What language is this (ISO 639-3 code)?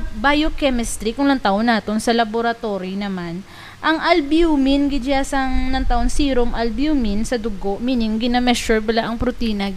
hil